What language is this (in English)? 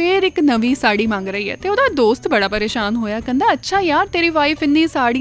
Punjabi